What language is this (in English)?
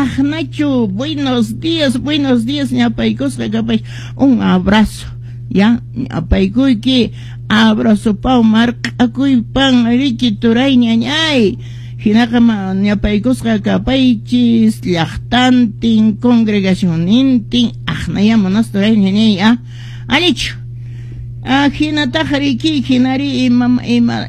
Quechua